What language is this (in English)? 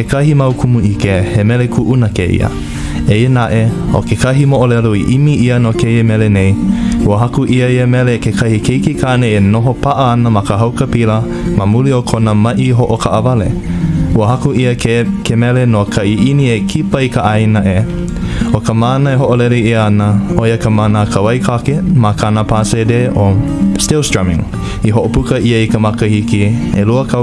Hawaiian